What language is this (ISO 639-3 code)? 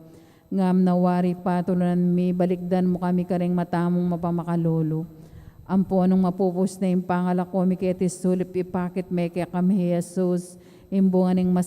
pam